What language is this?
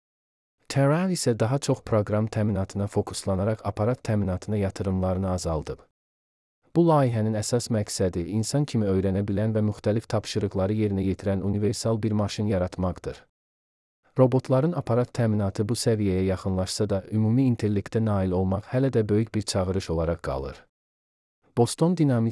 Azerbaijani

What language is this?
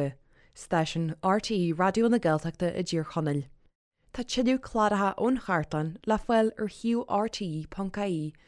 Irish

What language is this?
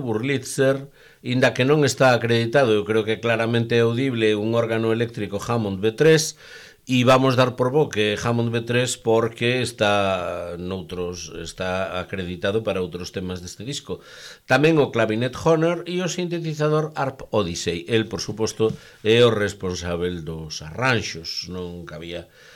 Galician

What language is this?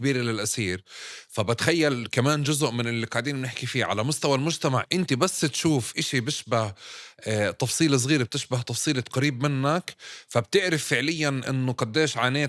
North Levantine Arabic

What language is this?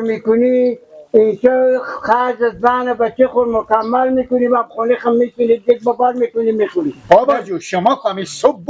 Persian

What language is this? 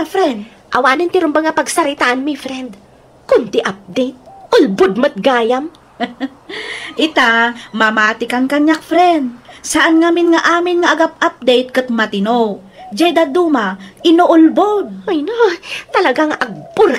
Iloko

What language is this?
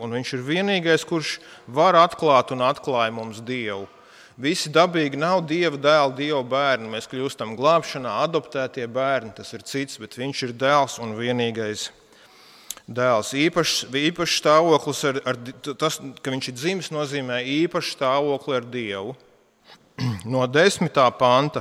Latvian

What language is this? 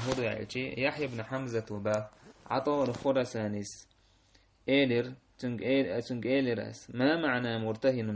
Chechen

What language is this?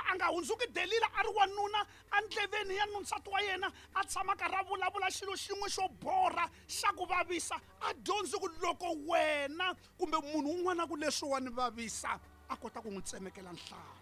Tsonga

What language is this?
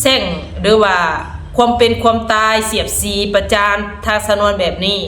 Lao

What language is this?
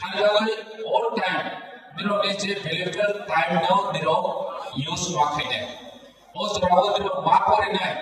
Kok Borok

